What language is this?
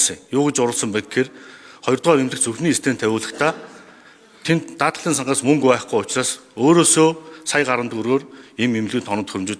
Mongolian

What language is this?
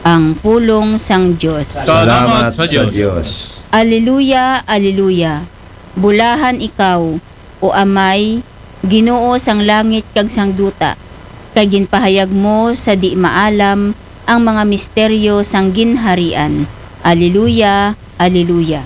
Aklanon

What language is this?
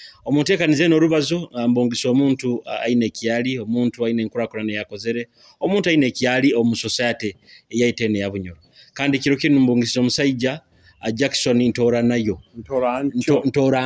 Nyoro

